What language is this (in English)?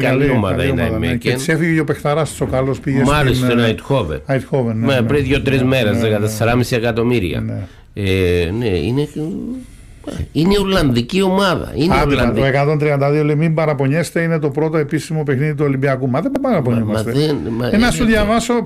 Greek